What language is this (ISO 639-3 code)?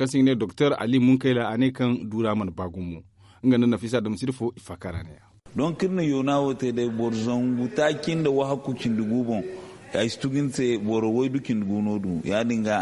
dje